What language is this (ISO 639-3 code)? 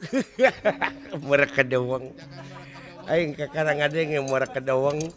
sun